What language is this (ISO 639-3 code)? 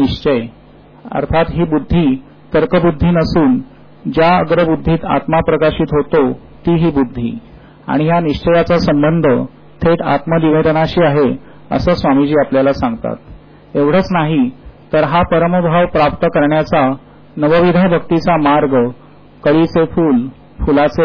mar